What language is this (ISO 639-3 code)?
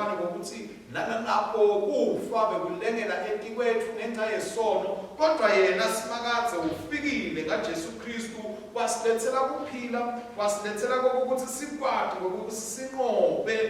ssw